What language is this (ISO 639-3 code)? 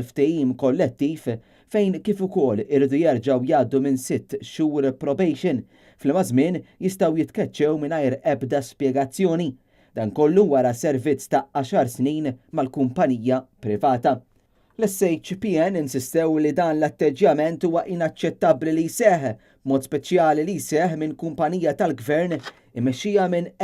mlt